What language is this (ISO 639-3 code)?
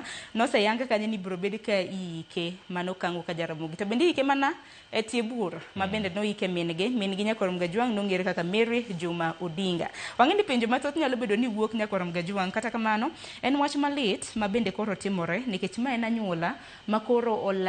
luo